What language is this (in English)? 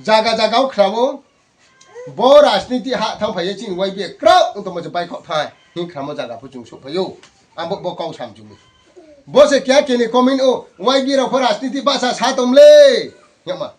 Riang (India)